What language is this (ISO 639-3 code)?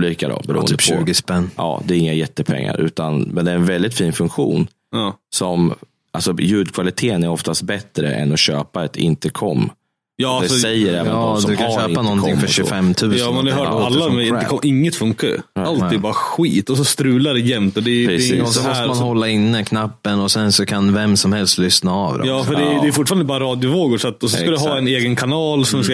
swe